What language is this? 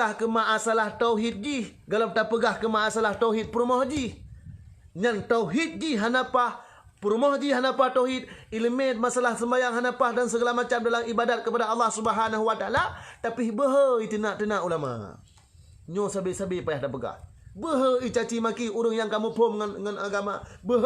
Achinese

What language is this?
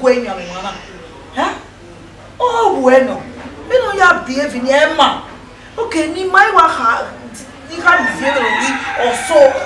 Bini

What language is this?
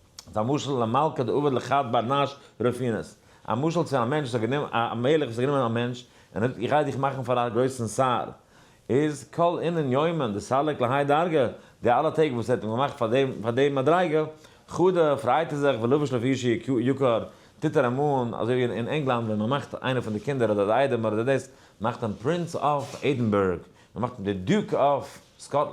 Yiddish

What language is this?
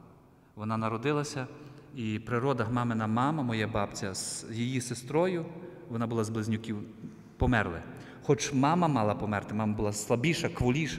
Ukrainian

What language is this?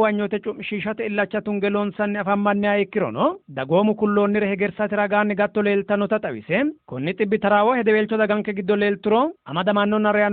Sidamo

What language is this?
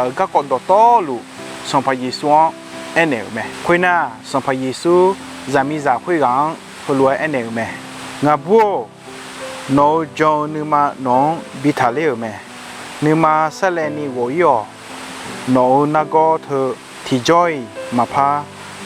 Akha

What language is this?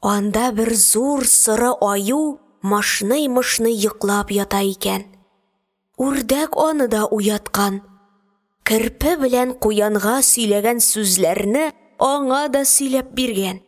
Tatar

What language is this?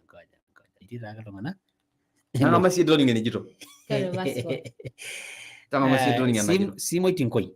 Masai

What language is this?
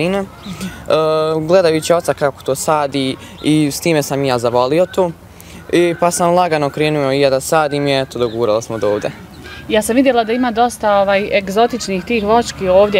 Bosnian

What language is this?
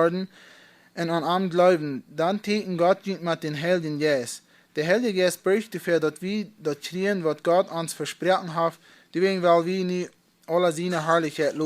Plautdietsch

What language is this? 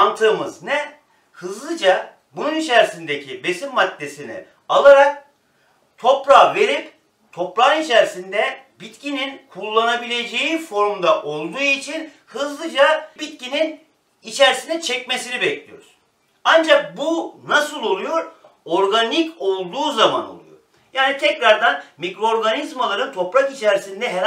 Turkish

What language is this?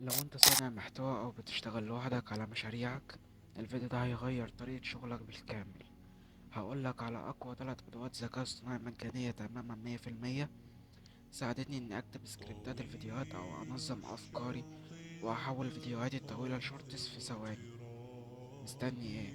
Egyptian Arabic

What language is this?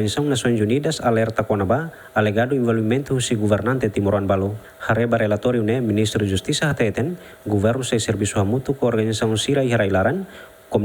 Tetum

